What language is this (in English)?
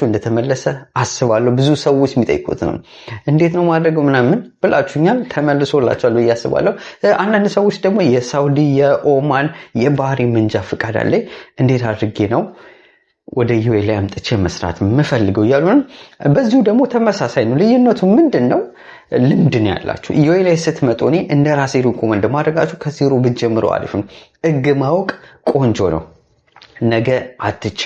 Amharic